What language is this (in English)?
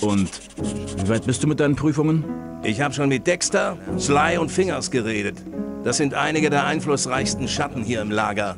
Bavarian